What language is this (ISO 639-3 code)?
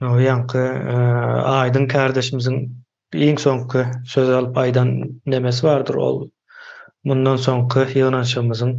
tuk